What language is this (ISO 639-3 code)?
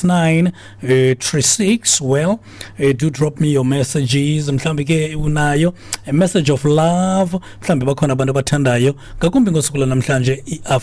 xho